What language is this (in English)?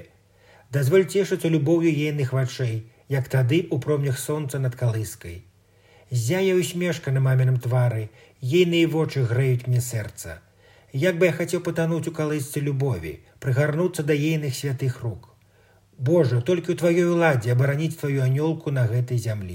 Belarusian